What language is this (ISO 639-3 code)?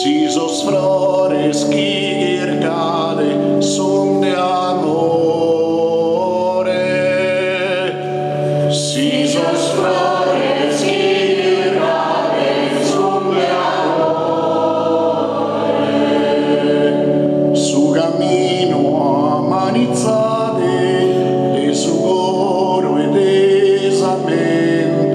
srd